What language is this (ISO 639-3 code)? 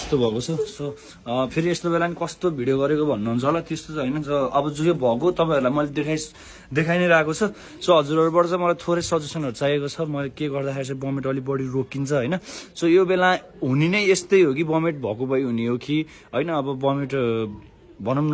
nep